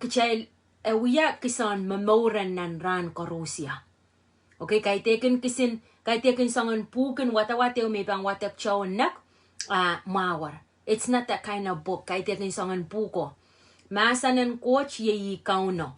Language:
Pohnpeian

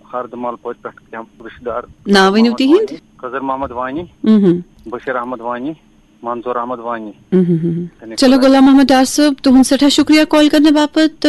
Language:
Kashmiri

